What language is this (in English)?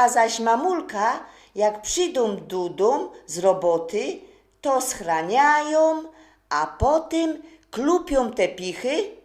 Silesian